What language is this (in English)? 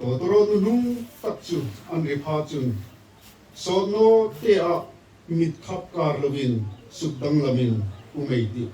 Hmar